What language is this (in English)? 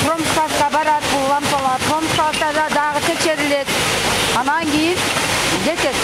Kyrgyz